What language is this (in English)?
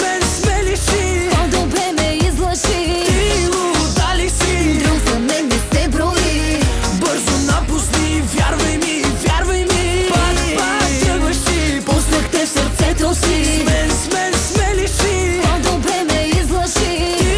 Bulgarian